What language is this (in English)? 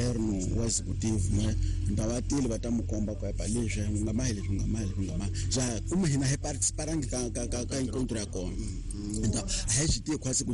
Tsonga